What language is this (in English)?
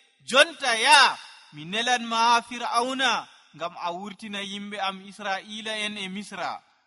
Nigerian Fulfulde